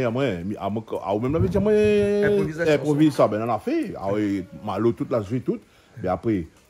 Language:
Réunion Creole French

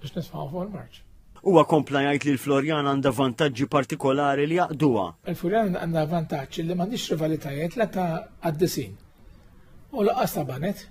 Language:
Maltese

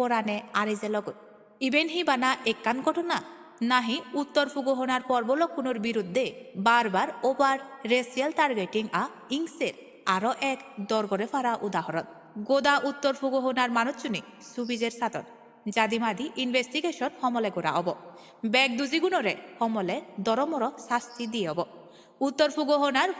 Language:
Chakma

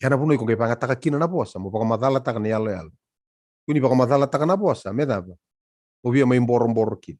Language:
Fijian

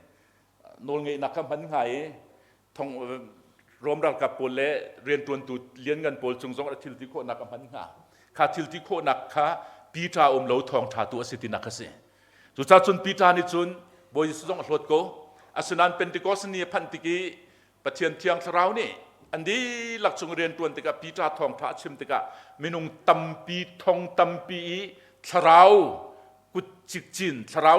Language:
Hakha Chin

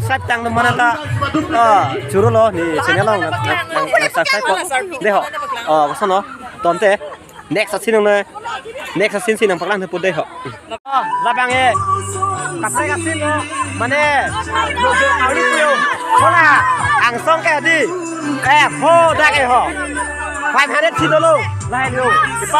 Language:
Karbi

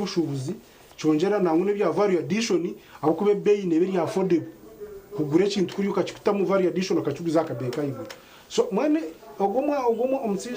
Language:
Nyankole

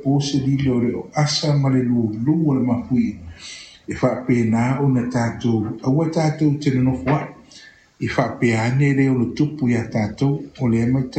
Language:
Samoan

